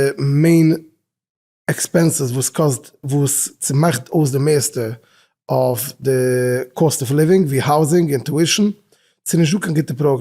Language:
Yiddish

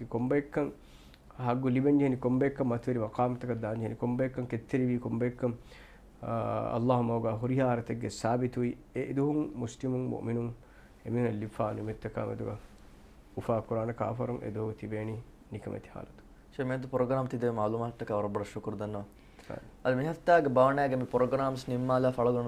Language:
Divehi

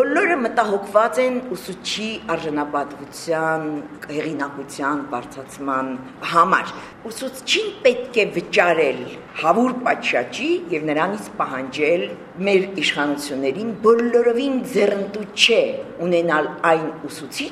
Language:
Armenian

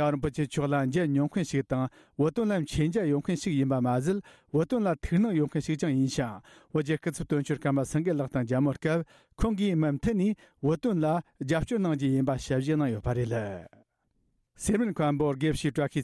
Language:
Tibetan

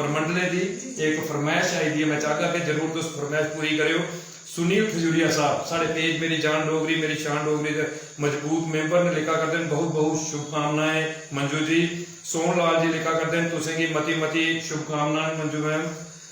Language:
Dogri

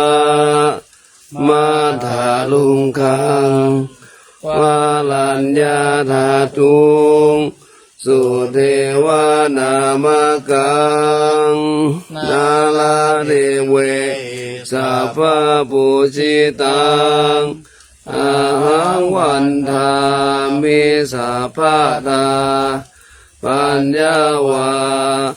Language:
Pali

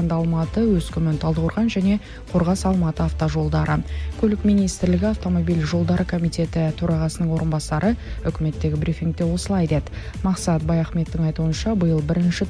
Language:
Kazakh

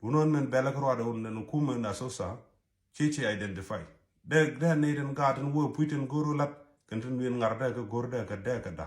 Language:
Nuer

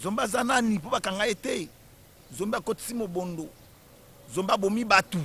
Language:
Lingala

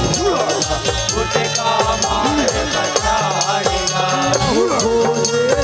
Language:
Chhattisgarhi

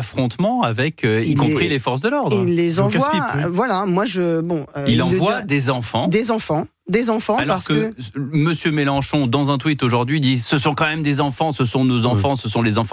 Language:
French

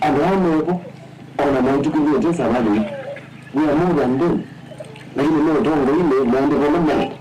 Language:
Kamba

